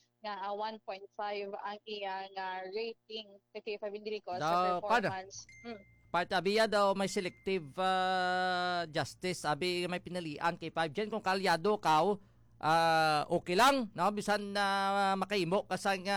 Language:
Hiligaynon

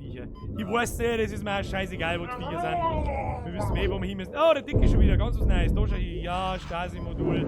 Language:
Bavarian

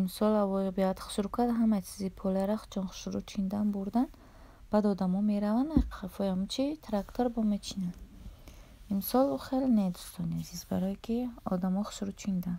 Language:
Tajik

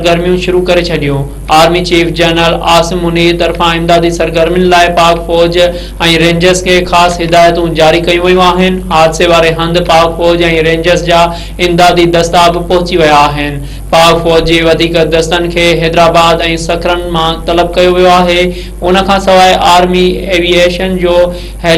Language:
Sindhi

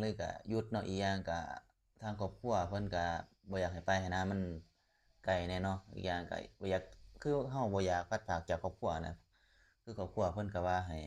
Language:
Lao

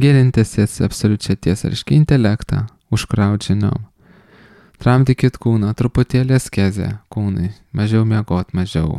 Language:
Lithuanian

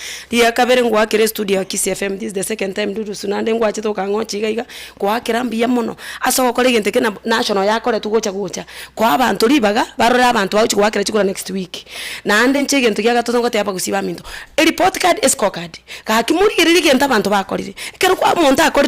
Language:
Gusii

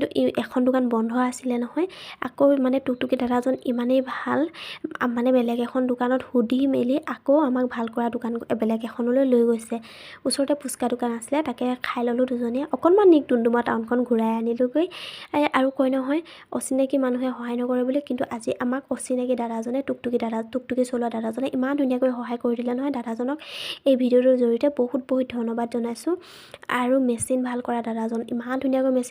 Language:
Assamese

